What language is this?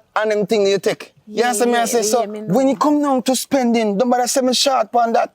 Jamaican Creole English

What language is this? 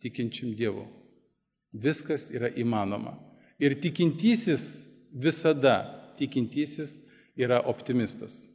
Lithuanian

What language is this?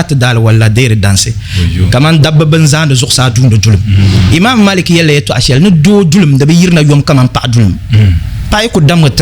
Dagbani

